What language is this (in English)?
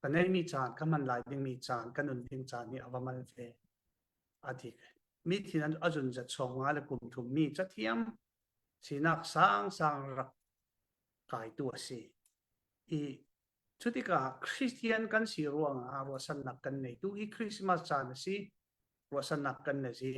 Falam Chin